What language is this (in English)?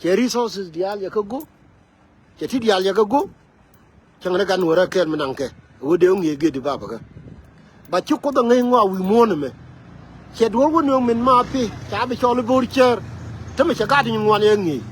Nuer